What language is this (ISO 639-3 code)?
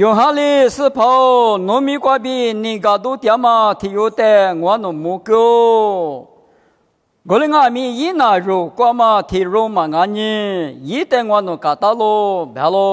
lis